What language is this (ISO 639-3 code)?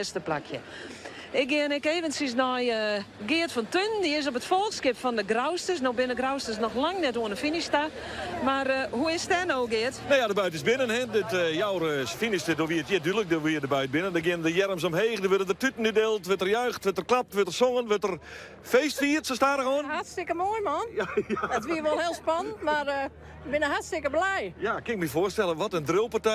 fry